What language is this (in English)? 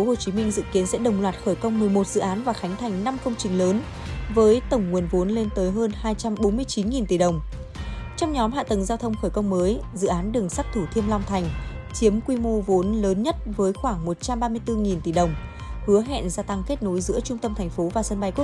Vietnamese